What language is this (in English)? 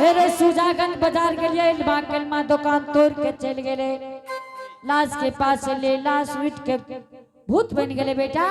Angika